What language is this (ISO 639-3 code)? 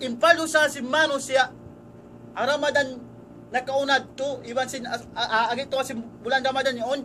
tsg